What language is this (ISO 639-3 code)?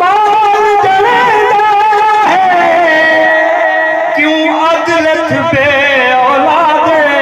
skr